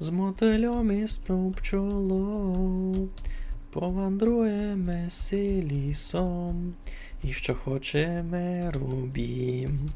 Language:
Rusyn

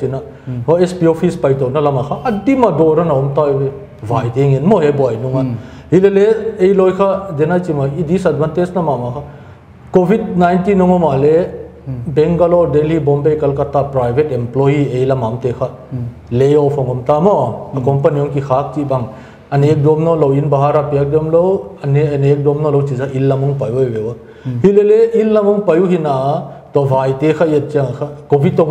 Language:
Paite Chin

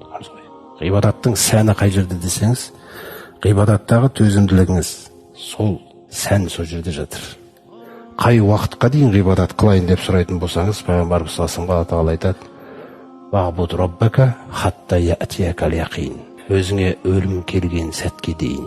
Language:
Kazakh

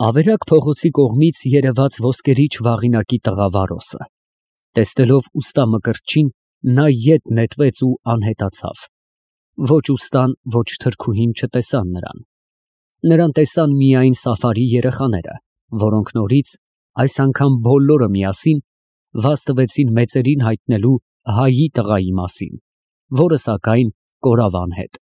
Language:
Armenian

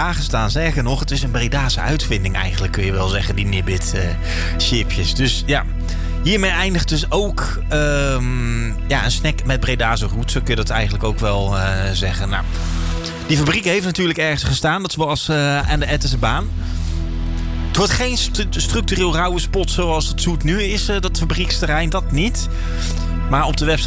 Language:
Dutch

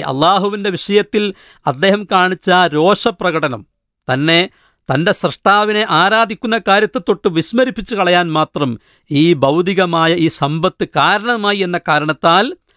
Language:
Malayalam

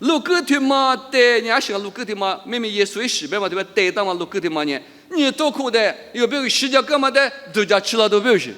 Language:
Lisu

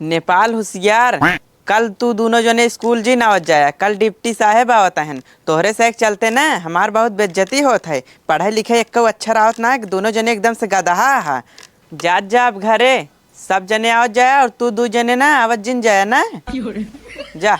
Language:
Awadhi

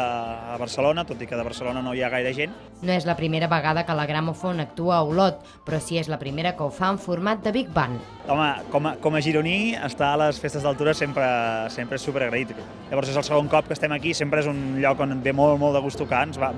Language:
Catalan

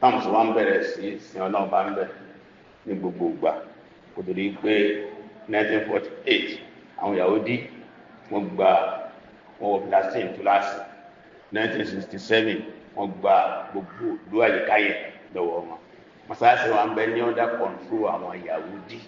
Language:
Yoruba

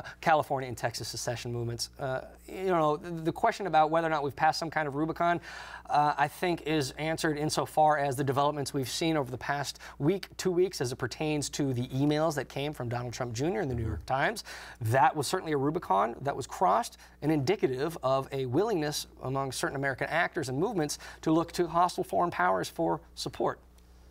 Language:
English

